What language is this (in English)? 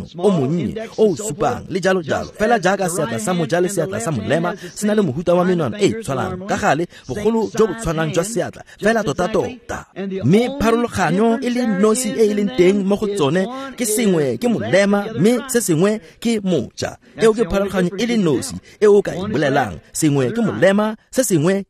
Tswana